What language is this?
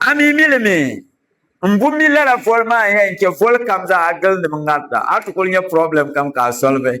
Dagbani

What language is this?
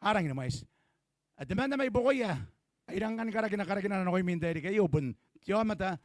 Gilbertese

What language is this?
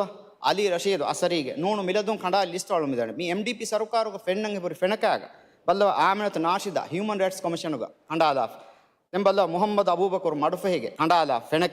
Divehi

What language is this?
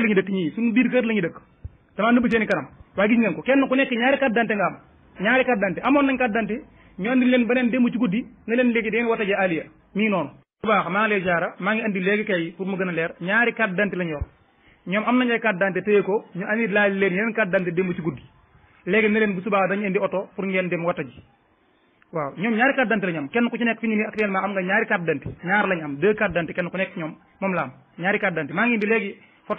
Wolof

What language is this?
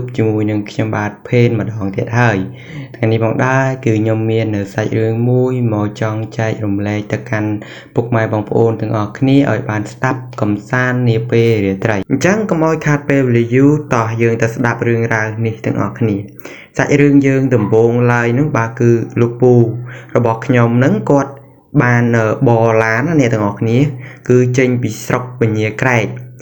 Khmer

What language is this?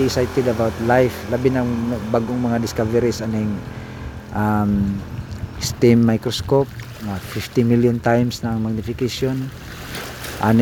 Cebuano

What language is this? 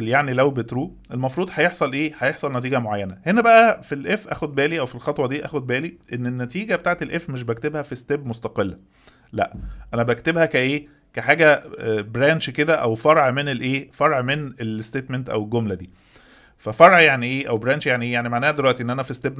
Egyptian Arabic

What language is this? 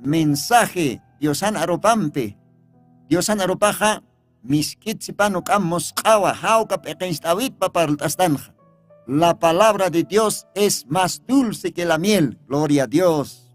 Aymara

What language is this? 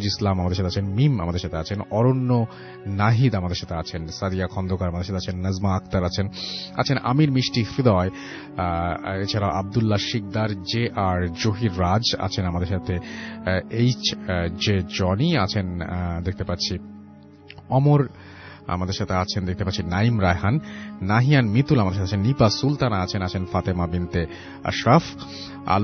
Bangla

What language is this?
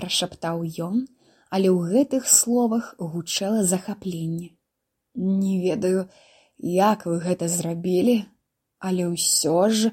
Belarusian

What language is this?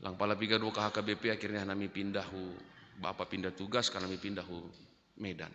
Batak Simalungun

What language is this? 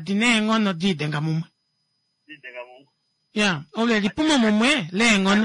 Kuanyama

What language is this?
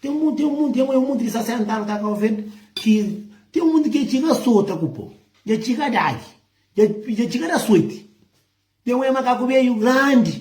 Kabuverdianu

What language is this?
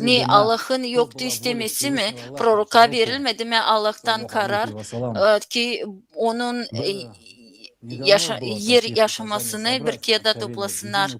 Gagauz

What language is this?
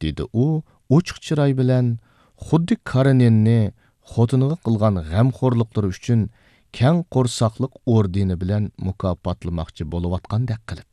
Uyghur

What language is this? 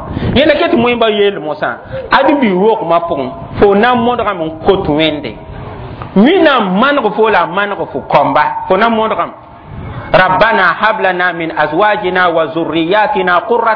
Mossi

